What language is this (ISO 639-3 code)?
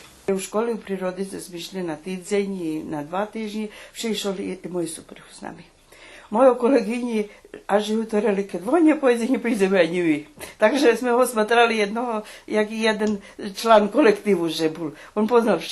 rue